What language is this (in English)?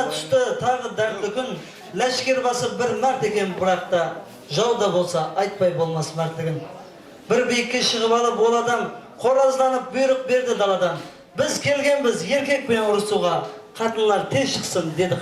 Kara-Kalpak